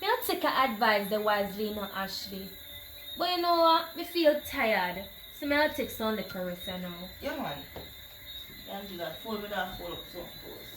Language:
Jamaican Creole English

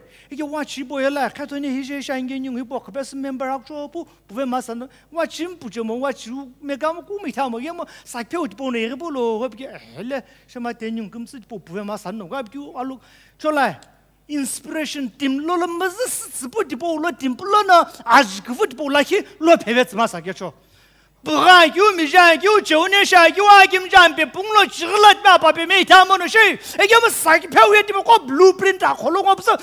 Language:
Sumi Naga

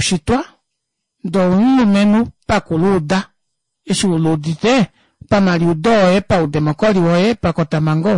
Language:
Kuanyama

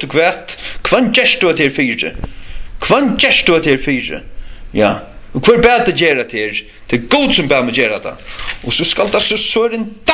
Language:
Faroese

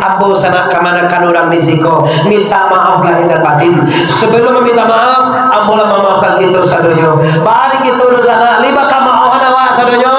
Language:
Minangkabau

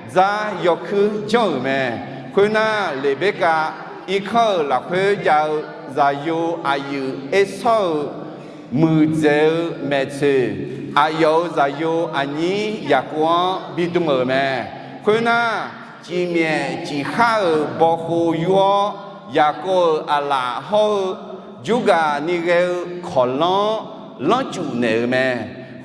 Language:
Akha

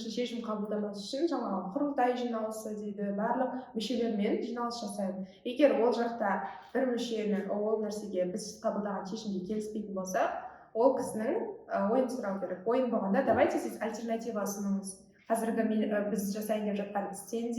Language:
Kazakh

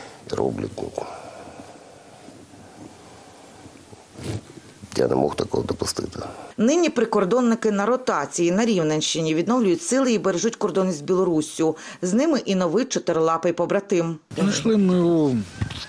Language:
Ukrainian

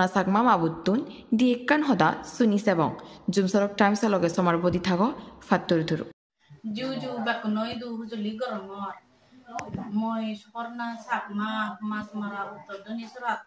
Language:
Chakma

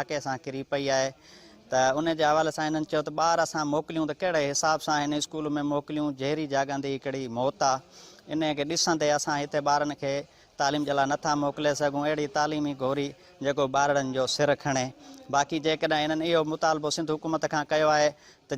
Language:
Sindhi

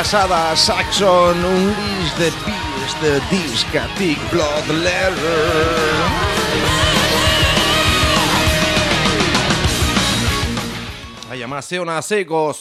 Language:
Basque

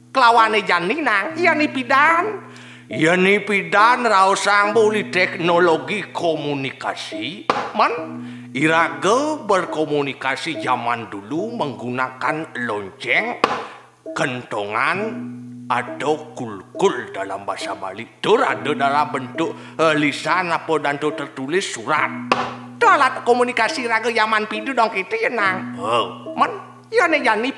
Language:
Balinese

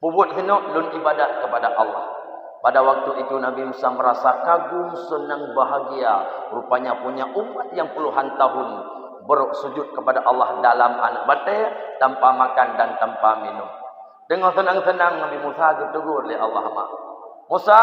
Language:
Achinese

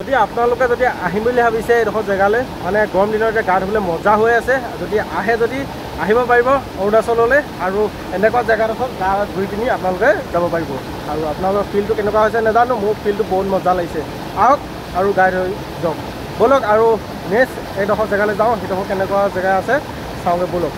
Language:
Assamese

